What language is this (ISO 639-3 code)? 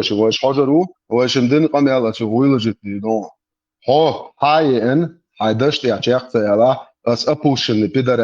che